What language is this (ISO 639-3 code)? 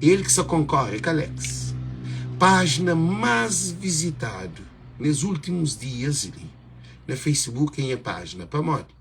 kea